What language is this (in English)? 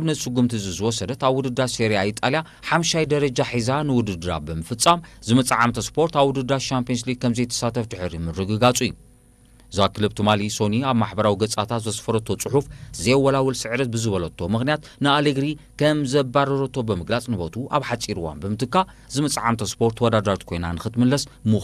Tigrinya